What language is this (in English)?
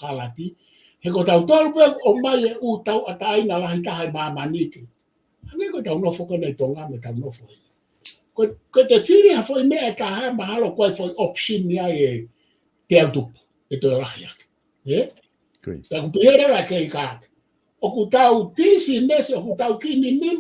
Tongan